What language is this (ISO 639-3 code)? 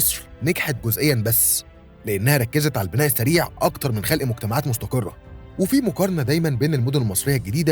arz